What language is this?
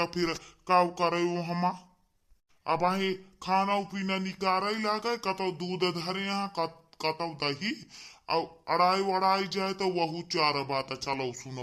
Awadhi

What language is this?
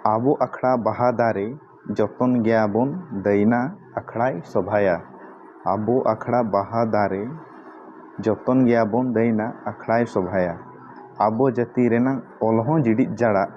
Santali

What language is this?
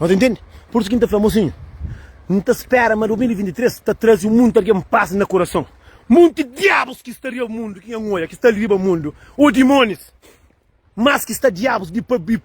Kabuverdianu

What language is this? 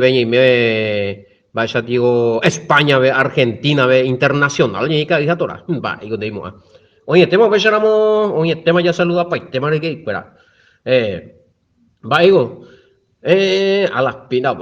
Guarani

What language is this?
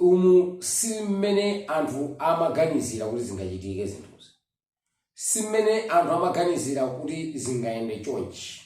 Nyanja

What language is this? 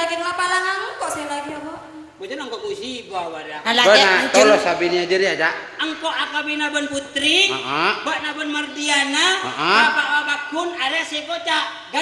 Madurese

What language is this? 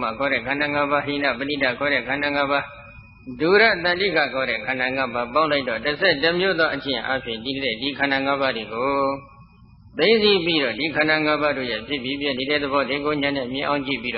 Burmese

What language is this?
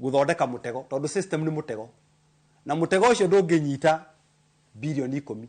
Kikuyu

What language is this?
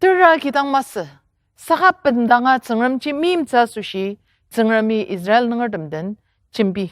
Ao Naga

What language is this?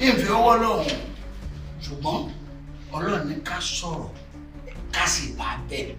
Yoruba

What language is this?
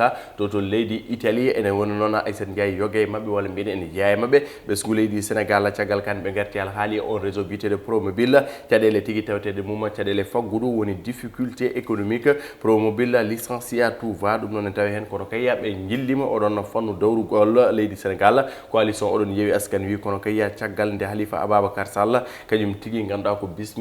Fula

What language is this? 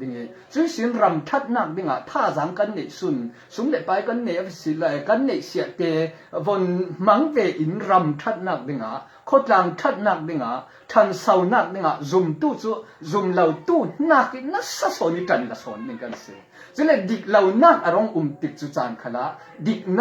Falam Chin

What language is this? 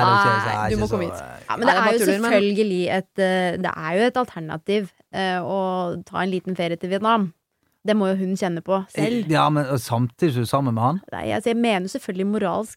Norwegian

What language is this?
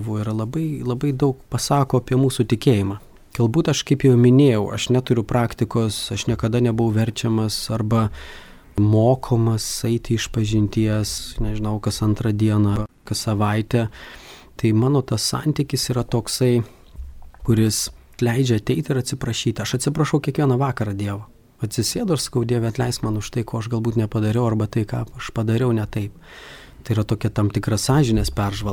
Lithuanian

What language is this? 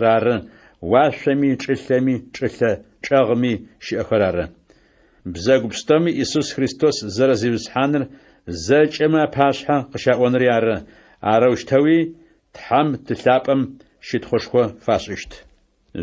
Adyghe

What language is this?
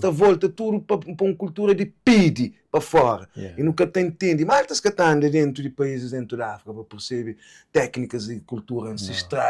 Kabuverdianu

